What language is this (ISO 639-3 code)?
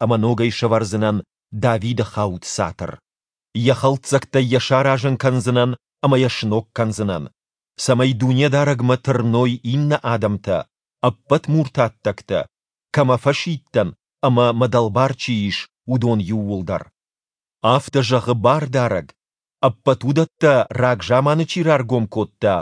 oss